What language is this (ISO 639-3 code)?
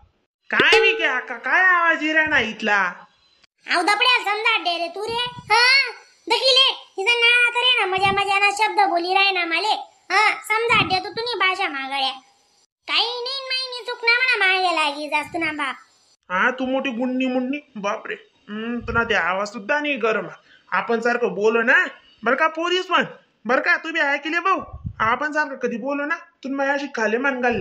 khn